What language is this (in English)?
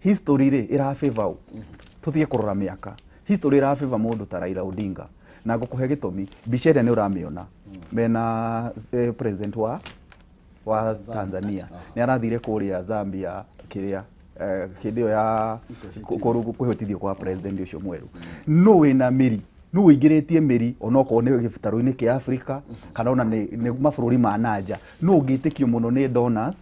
Kikuyu